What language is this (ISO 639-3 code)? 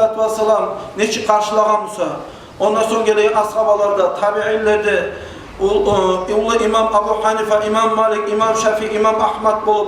kum